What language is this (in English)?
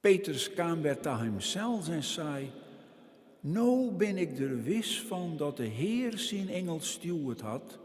Western Frisian